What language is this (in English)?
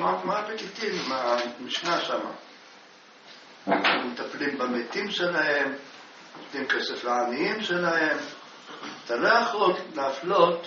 Hebrew